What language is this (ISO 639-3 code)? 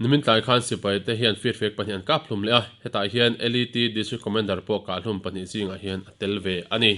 lus